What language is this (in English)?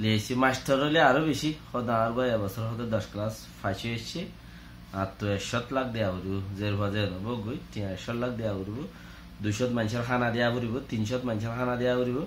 Rohingya